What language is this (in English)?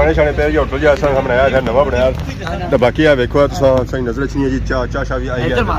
Pahari-Potwari